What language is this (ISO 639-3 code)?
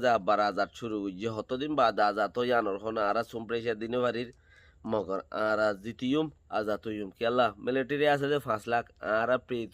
rhg